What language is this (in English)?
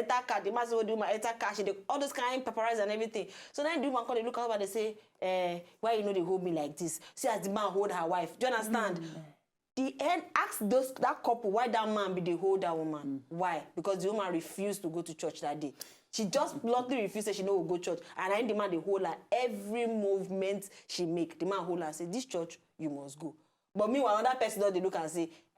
Nigerian Pidgin